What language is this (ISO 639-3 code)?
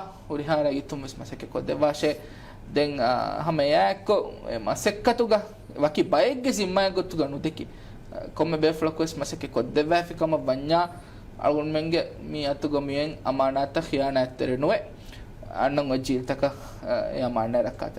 div